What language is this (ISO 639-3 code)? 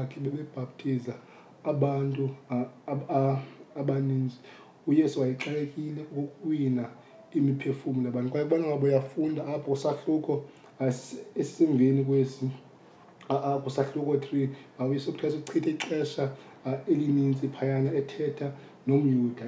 xho